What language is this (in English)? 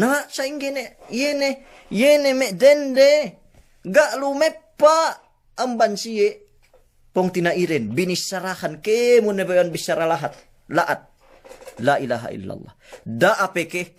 Yakan